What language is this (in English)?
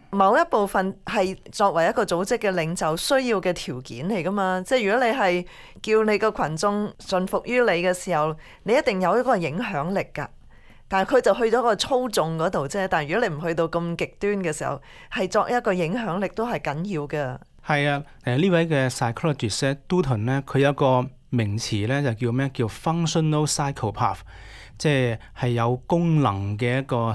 Cantonese